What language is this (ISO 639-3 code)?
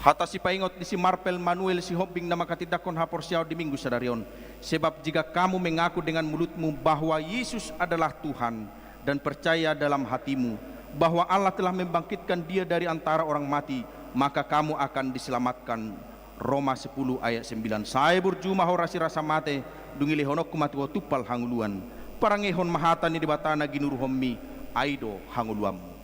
bbc